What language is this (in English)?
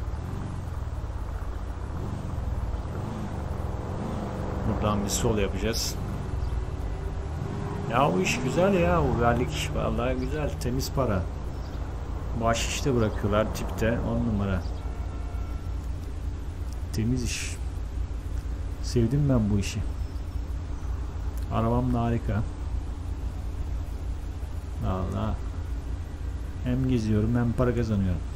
Turkish